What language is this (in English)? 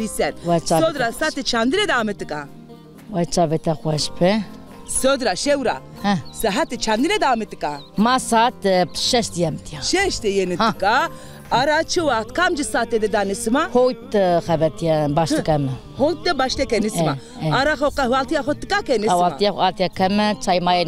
Zaza